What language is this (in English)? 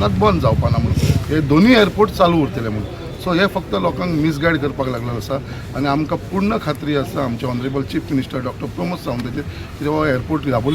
Konkani